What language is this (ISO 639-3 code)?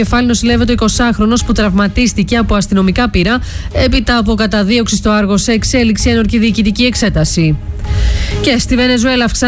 ell